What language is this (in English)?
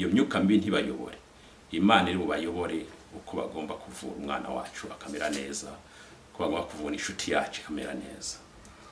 Kinyarwanda